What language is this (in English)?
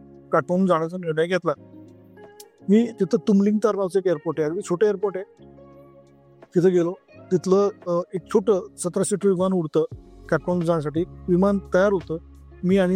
Marathi